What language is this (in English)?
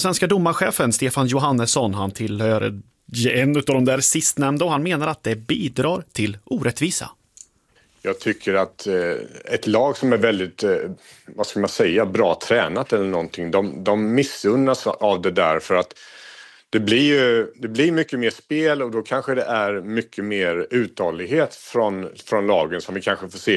Swedish